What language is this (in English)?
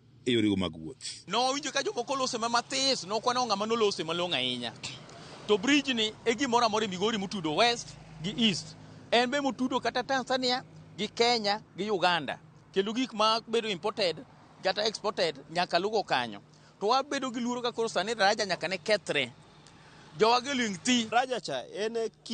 Luo (Kenya and Tanzania)